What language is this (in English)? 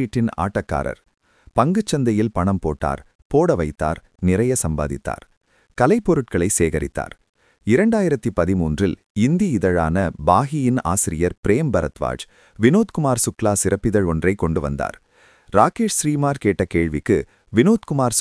Tamil